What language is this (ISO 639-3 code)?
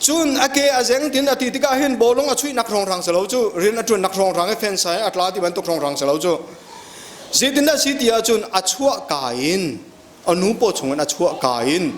cnh